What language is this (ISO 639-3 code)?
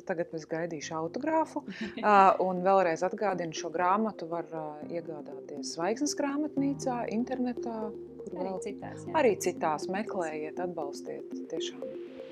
lav